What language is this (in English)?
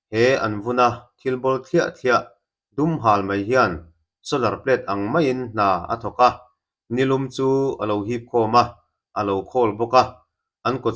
Mizo